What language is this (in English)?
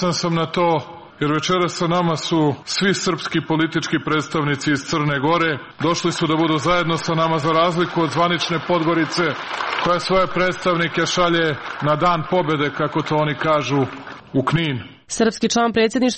Serbian